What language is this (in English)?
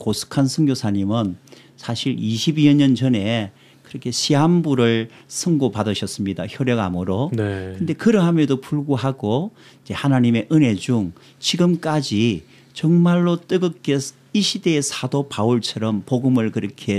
Korean